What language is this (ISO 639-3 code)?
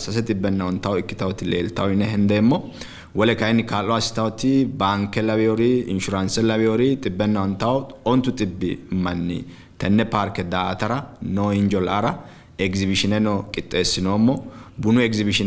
sid